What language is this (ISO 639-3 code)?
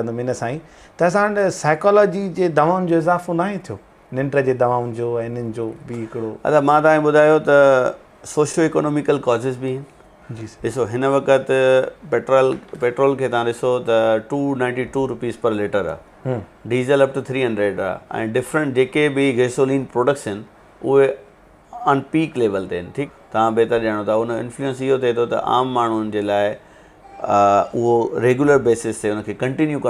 snd